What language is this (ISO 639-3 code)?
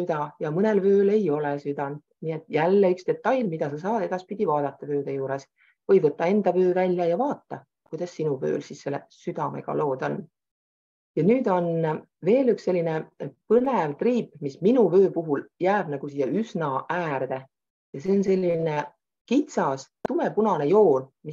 est